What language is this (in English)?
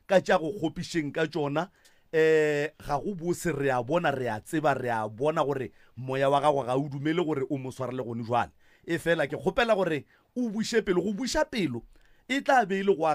Northern Sotho